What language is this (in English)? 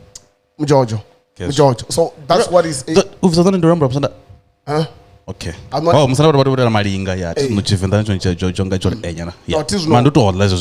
Venda